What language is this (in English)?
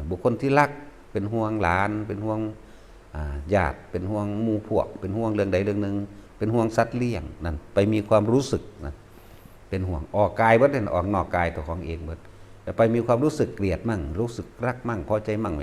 Northeastern Thai